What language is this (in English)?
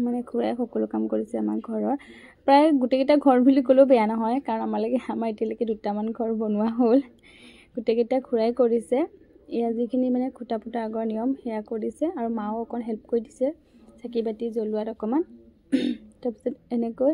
Assamese